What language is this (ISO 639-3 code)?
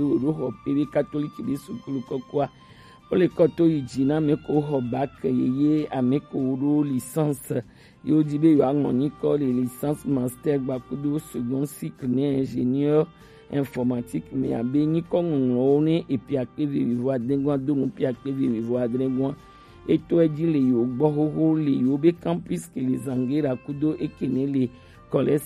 gej